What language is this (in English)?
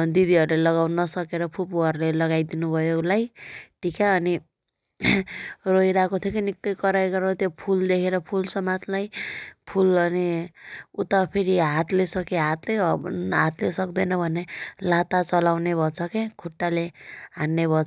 Nepali